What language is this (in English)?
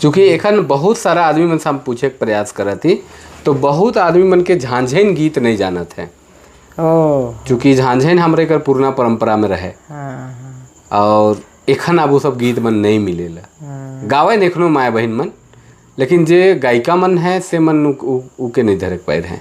Sadri